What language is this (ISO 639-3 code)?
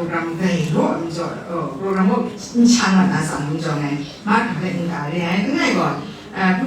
kac